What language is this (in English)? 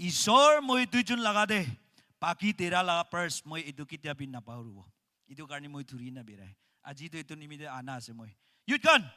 Naga Pidgin